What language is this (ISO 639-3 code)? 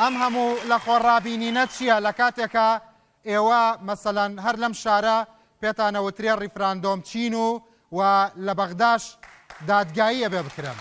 ckb